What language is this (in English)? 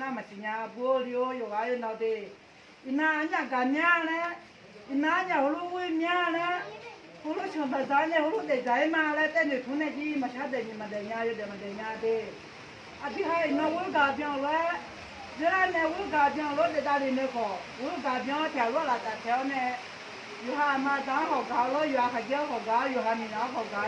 Akha